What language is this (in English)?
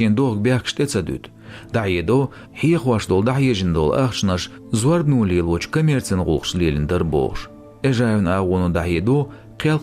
Chechen